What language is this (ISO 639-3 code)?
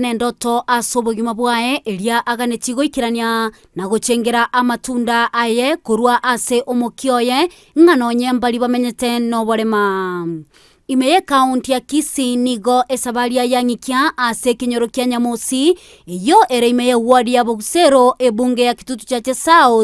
guz